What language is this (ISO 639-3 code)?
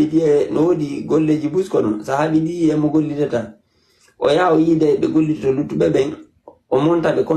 ful